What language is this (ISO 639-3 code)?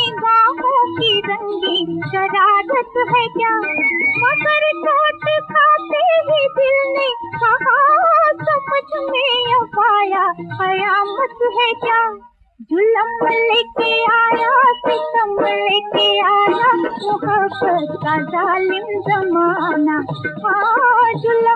hin